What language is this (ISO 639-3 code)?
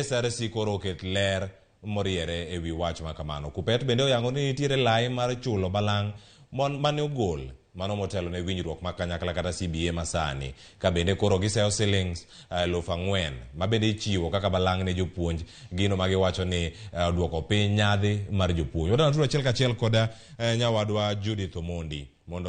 luo